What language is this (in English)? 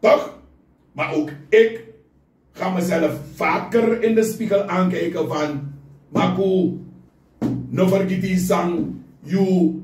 Sranan Tongo